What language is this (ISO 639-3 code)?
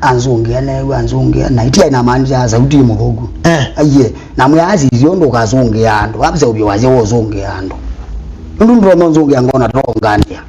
kam